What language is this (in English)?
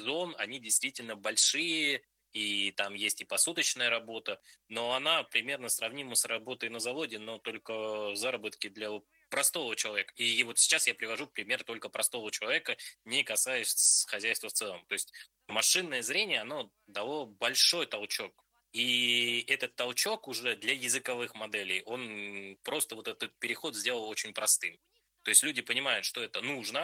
Russian